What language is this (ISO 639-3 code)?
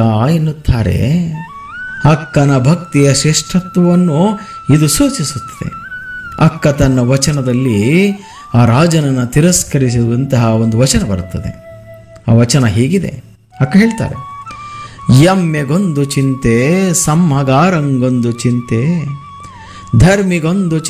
kan